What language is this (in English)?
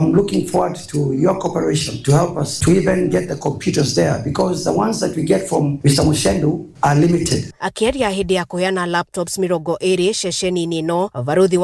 Kikuyu